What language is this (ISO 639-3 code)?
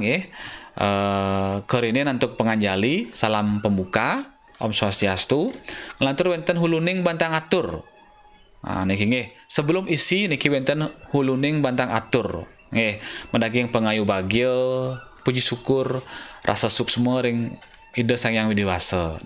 ban